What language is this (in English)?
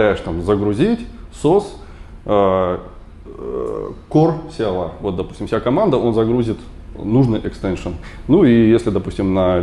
Russian